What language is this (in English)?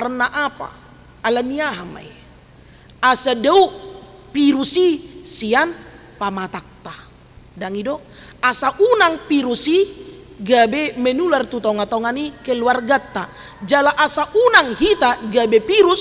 Batak Toba